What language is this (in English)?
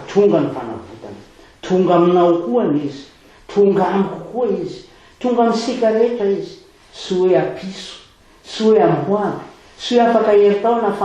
Malagasy